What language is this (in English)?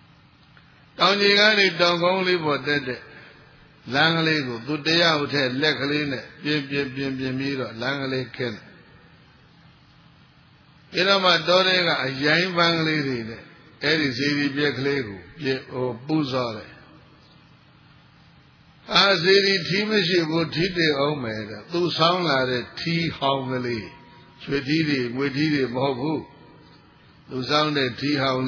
Burmese